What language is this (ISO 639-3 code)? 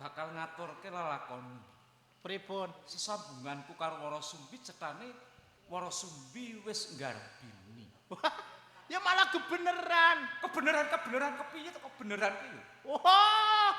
jav